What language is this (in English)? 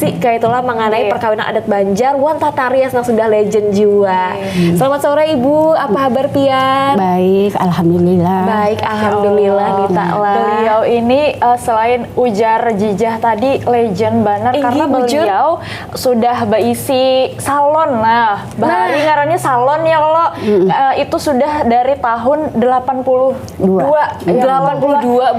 Banjar